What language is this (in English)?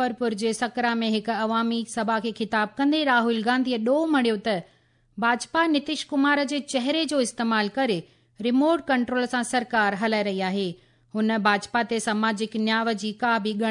Sindhi